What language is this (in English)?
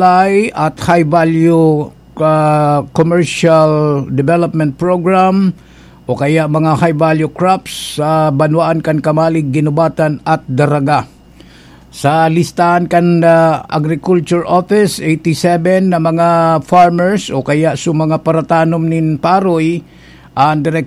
Bikol